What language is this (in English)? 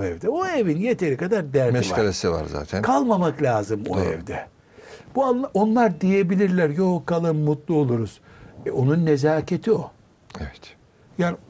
Turkish